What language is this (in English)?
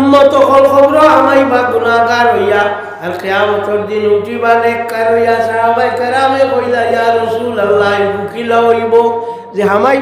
Sylheti